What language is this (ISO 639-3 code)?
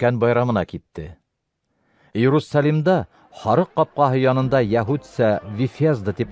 bak